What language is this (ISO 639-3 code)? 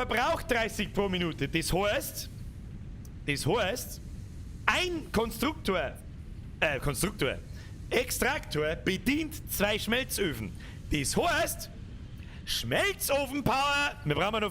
bar